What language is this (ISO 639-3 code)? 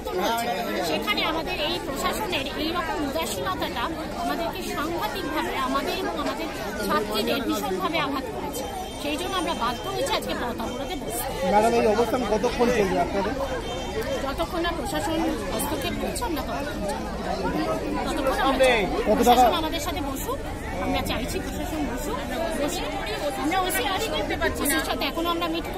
ben